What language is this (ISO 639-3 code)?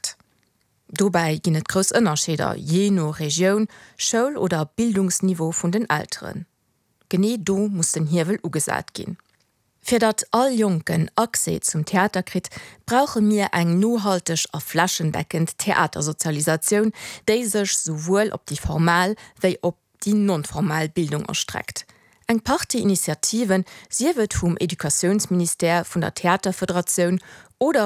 ltz